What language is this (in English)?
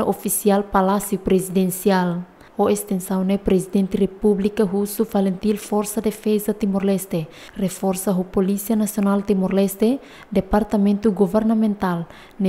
Tetum